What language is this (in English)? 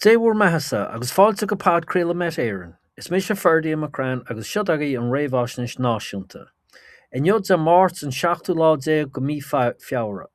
Irish